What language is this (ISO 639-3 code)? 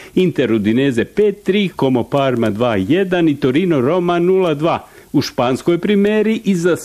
bos